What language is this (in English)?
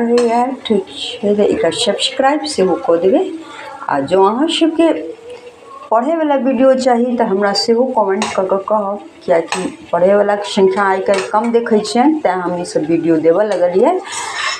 Maithili